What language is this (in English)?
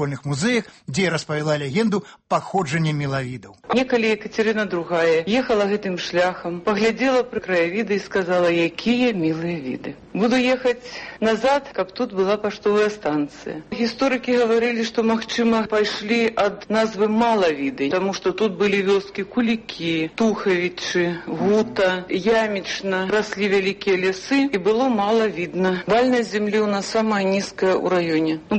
Belarusian